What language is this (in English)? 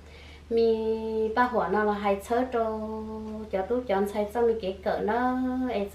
Hmong